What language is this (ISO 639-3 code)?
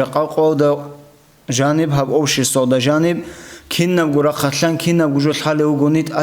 ava